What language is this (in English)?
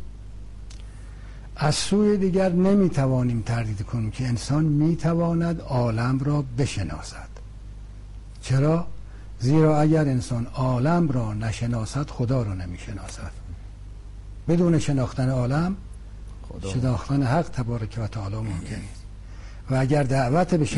Persian